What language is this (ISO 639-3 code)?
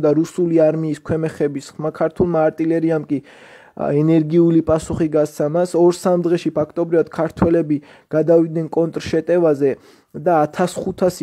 kat